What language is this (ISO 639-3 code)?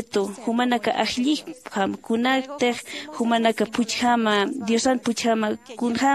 aym